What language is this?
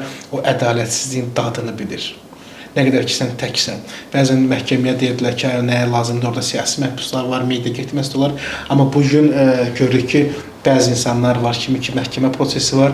Azerbaijani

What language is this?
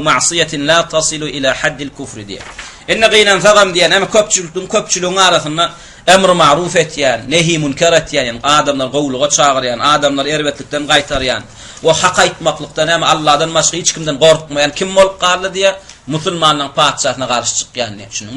Turkmen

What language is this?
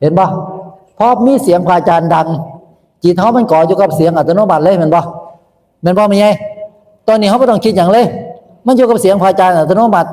Northeastern Thai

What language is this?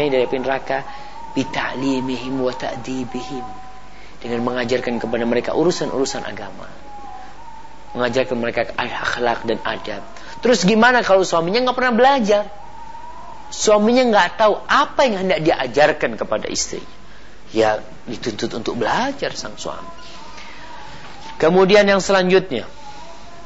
Indonesian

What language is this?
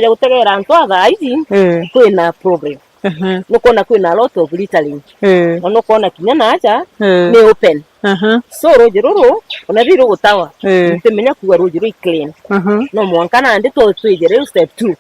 Meru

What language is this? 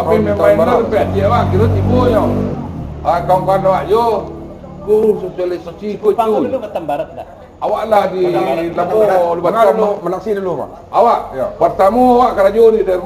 Minangkabau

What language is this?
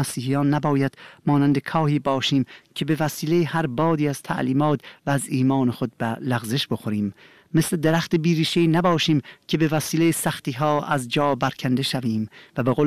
Persian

